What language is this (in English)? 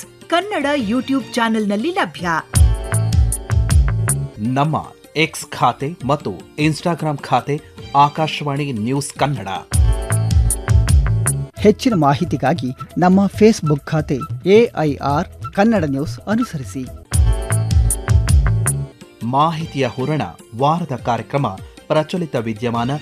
Kannada